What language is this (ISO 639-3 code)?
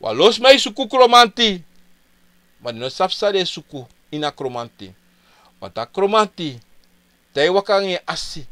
srn